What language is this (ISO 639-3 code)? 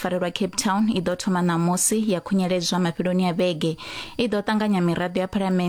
ven